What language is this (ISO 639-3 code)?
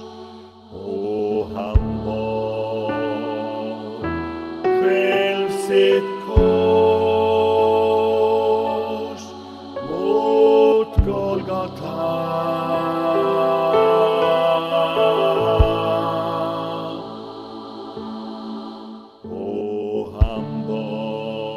swe